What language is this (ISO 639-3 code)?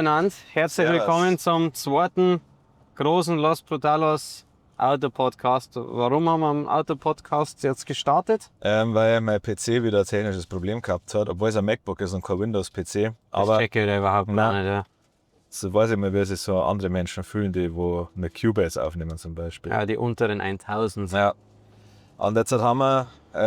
bar